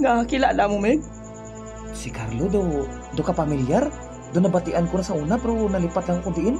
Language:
Hiligaynon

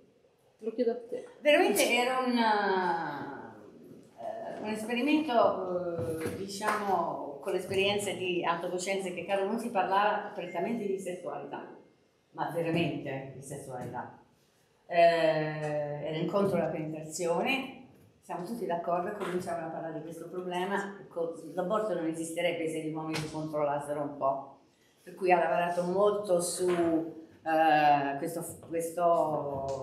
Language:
Italian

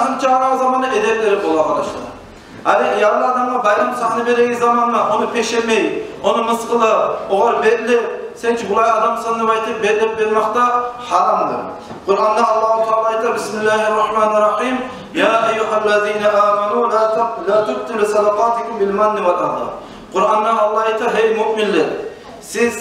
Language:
Kumyk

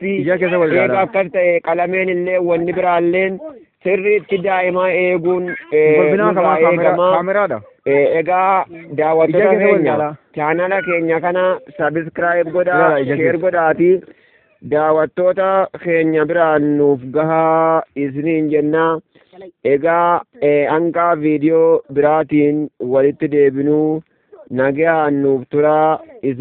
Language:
Oromo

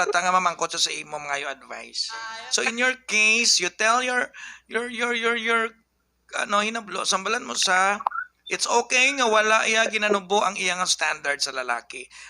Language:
Hiligaynon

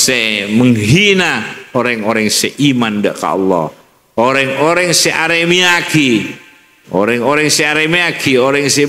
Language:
Madurese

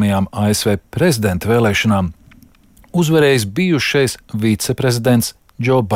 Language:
Latvian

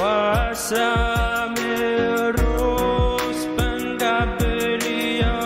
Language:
Pohnpeian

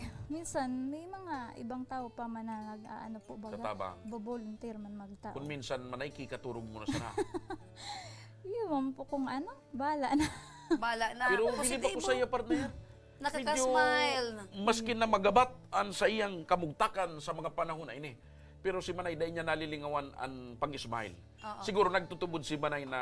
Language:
Bikol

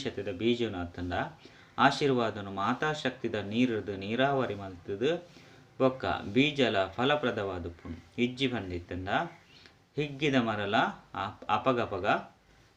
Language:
Tulu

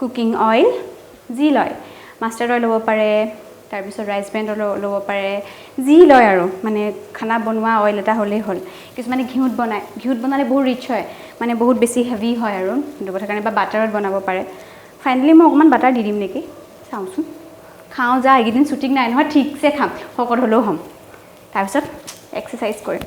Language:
Assamese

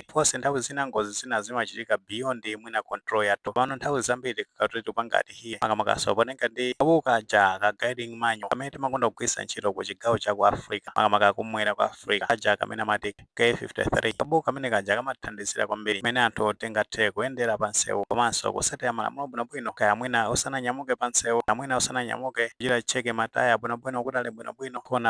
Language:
Nyanja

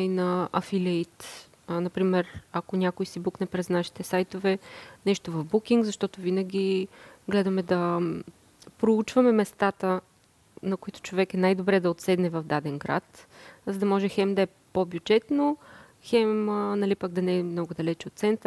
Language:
Bulgarian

